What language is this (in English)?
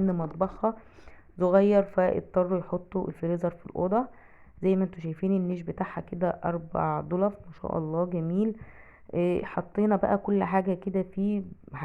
Egyptian Arabic